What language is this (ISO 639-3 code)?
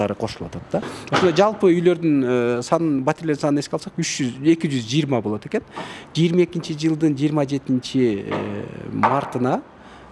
kir